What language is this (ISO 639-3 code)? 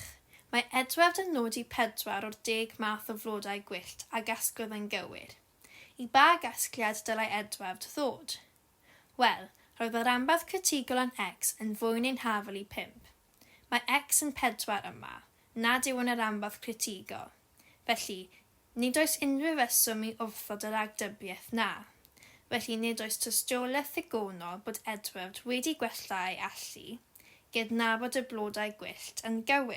cym